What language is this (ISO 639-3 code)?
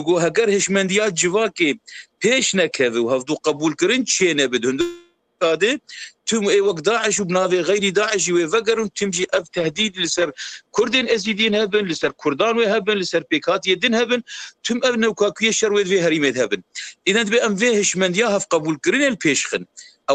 kur